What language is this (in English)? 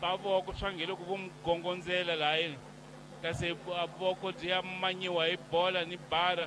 Tsonga